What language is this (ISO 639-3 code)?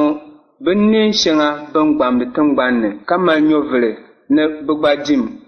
dag